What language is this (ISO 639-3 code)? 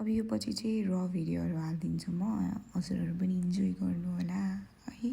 nep